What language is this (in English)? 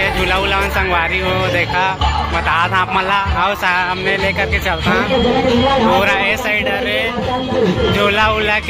Chhattisgarhi